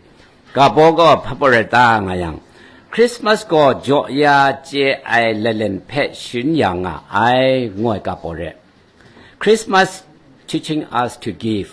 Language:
Kachin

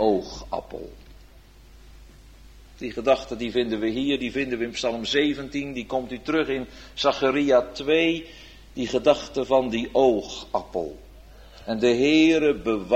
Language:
Dutch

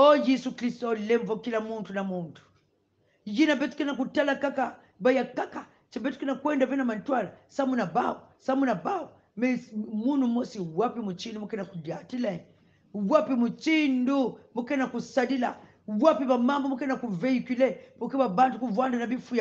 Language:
Kongo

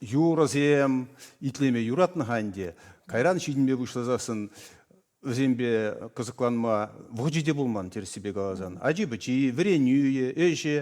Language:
Chuvash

